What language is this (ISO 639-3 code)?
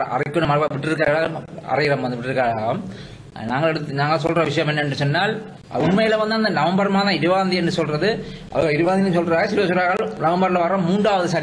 tam